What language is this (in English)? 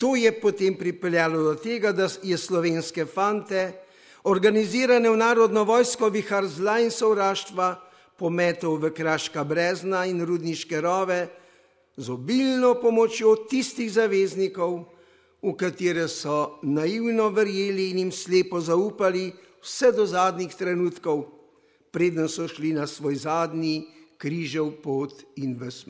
Slovenian